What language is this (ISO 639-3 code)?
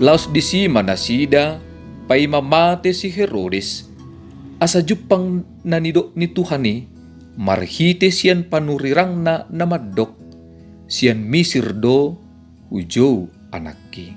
bbc